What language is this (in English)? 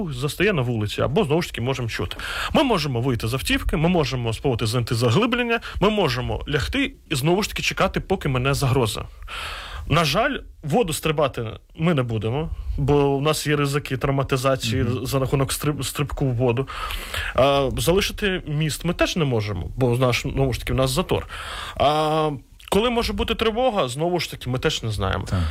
Ukrainian